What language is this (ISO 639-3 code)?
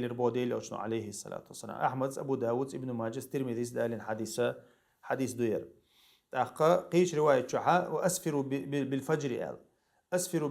che